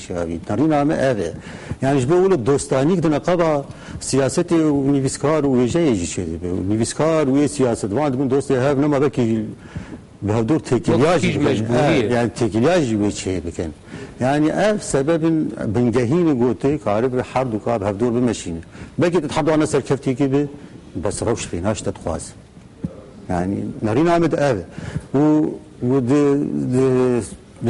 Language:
Kurdish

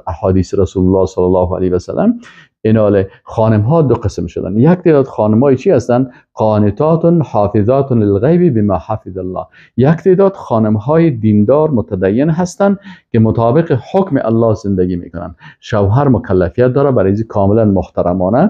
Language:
Persian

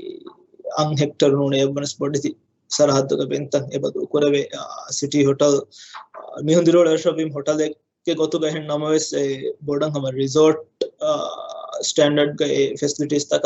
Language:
Divehi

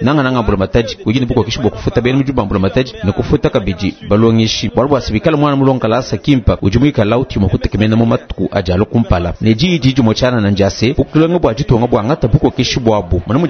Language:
Luba-Lulua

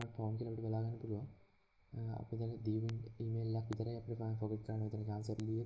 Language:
Sinhala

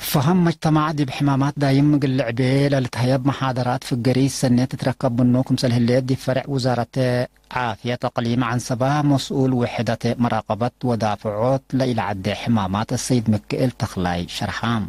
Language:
Tigre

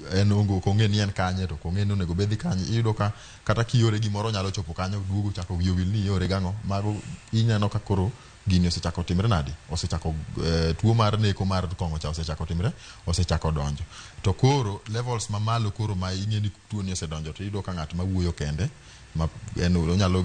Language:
Luo (Kenya and Tanzania)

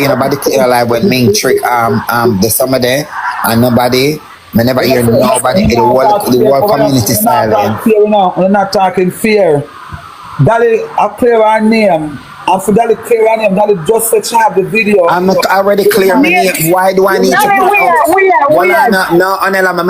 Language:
Jamaican Creole English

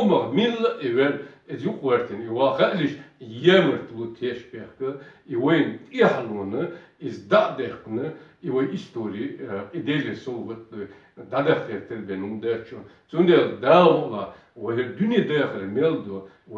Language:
Chechen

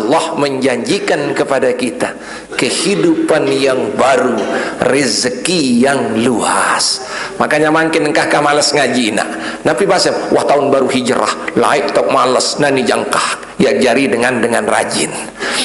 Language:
Sasak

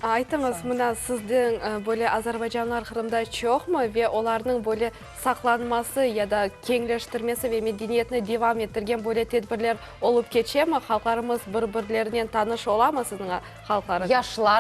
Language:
Crimean Tatar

